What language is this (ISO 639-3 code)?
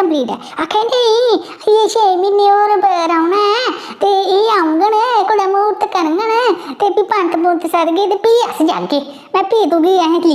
doi